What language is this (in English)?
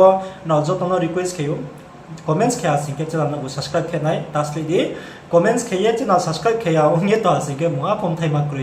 Riang (India)